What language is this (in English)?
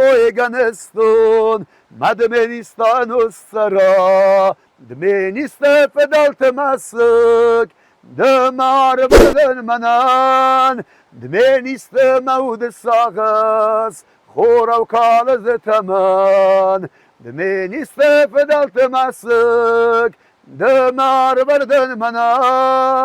Ossetic